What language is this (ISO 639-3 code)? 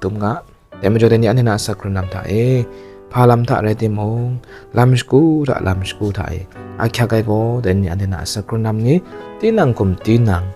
kac